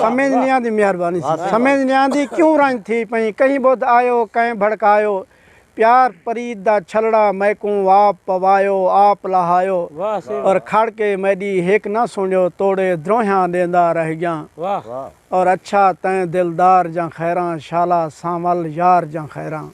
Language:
Saraiki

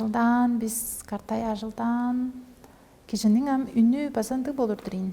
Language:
Tuvinian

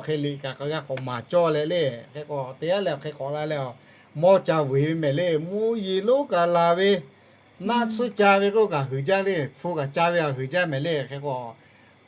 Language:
Lahu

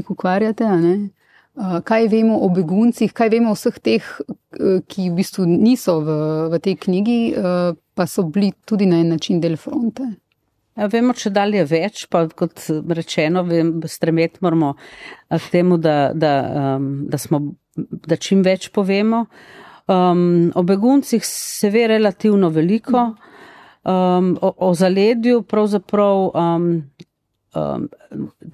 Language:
Slovenian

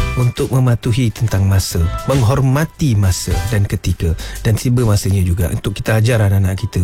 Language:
Malay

